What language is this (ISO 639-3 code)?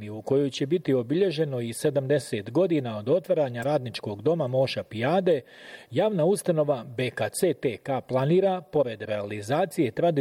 bos